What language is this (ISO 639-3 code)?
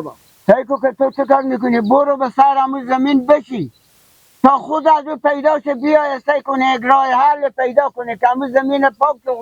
fas